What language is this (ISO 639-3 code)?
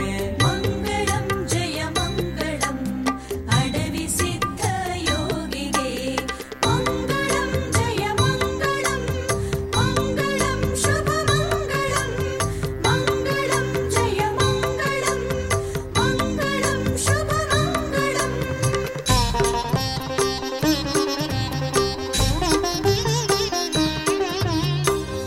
kan